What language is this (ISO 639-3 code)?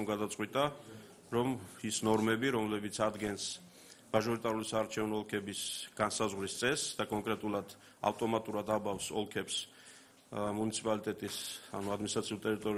kat